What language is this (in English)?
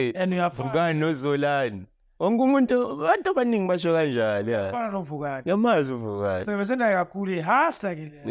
Zulu